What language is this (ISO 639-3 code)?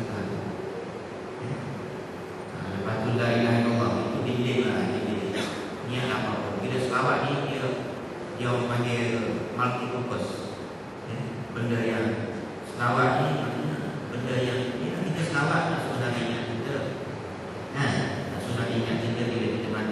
msa